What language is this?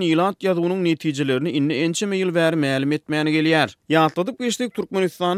Turkmen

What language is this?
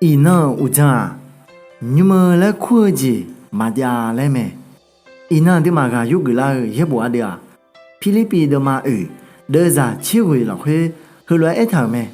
Akha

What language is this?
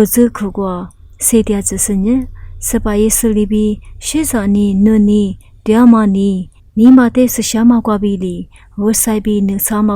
Lisu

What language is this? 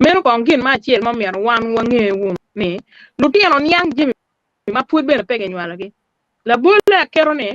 Acoli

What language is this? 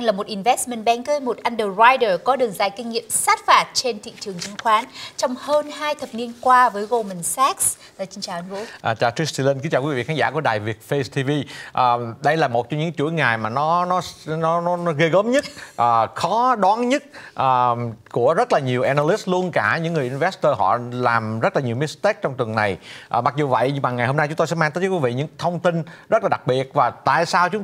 Vietnamese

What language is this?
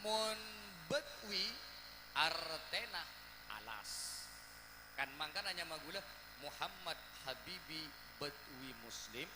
Madurese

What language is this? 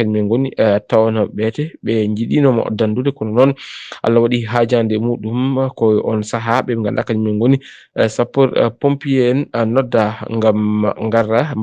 Fula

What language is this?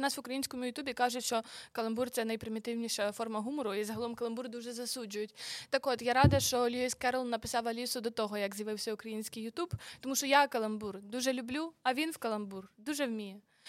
Ukrainian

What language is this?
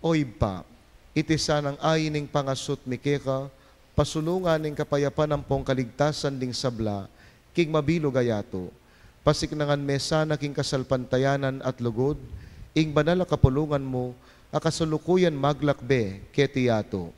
Pampanga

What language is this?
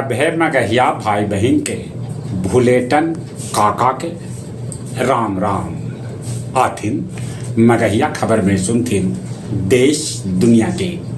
Magahi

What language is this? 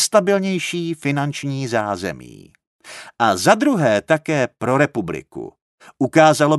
Czech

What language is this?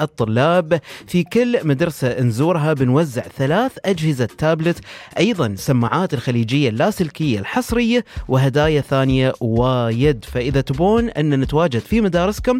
Gulf Arabic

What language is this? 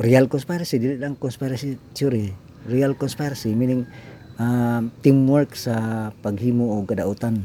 Cebuano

